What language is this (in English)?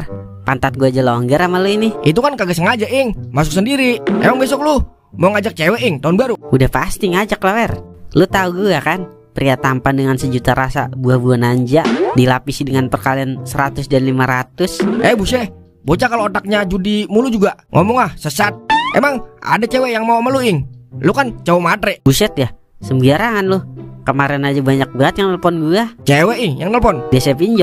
Betawi